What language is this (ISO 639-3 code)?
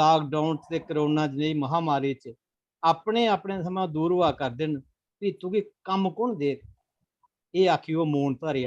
doi